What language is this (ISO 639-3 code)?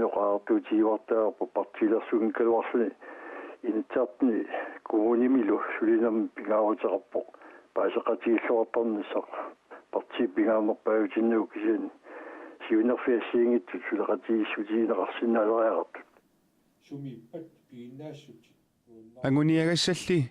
kal